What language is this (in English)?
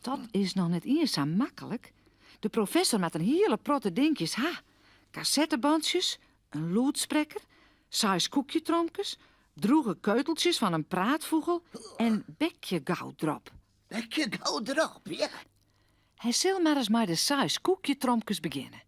Western Frisian